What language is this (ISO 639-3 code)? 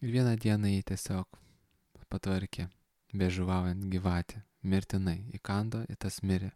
lit